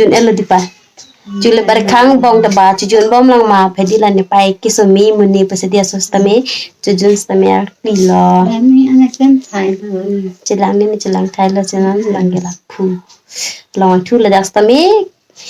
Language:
Karbi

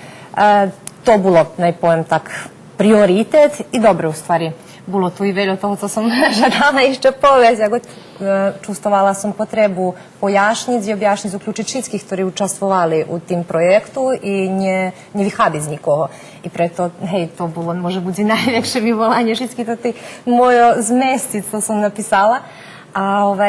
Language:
Rusyn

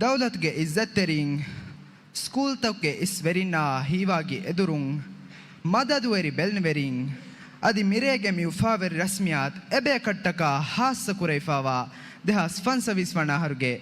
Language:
Divehi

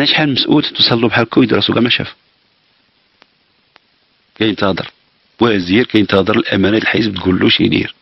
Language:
Moroccan Arabic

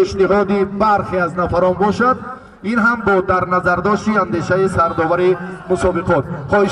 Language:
Tajik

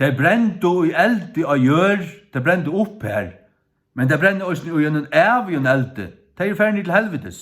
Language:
Faroese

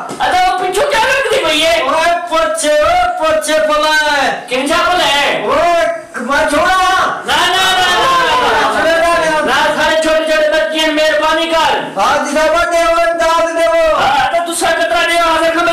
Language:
Saraiki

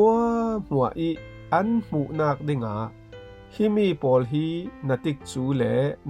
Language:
Falam Chin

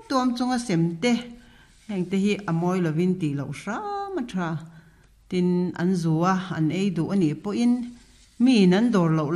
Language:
Mizo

